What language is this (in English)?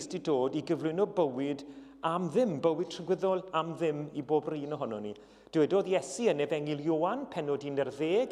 Welsh